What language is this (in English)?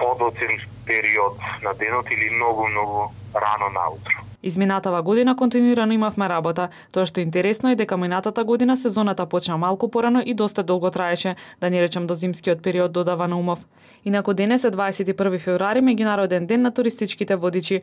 Macedonian